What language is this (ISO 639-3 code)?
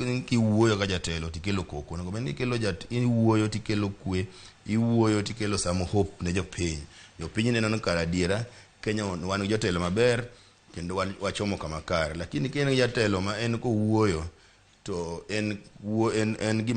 luo